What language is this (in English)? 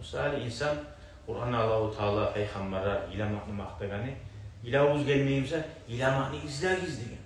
Kumyk